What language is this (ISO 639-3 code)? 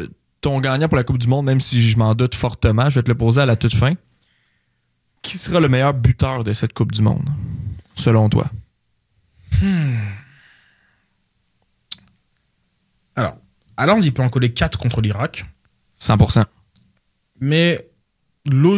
fra